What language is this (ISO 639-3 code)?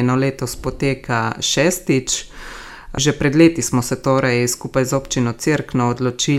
slv